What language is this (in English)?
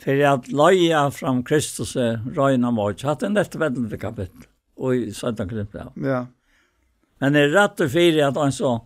Faroese